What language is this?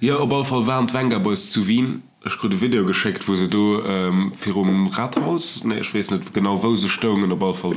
Luxembourgish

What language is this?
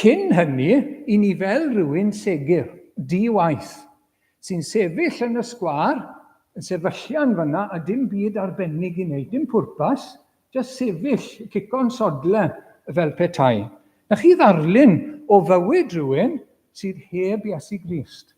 Welsh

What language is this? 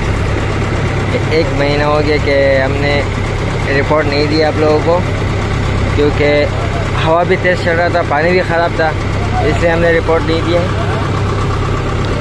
Hindi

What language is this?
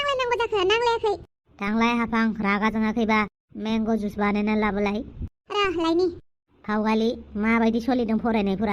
Bodo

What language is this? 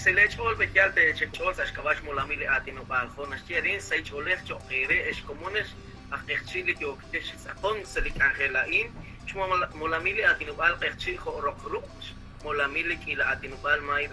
Kekchí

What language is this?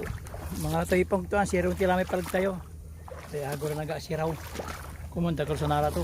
Pangasinan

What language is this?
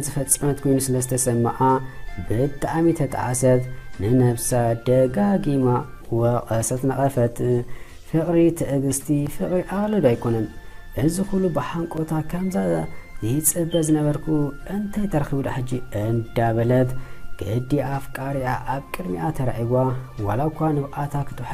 Tigrinya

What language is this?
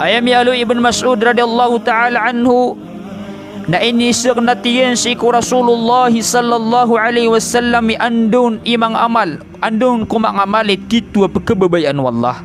Maranao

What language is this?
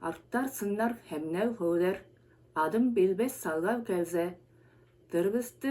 Tuvinian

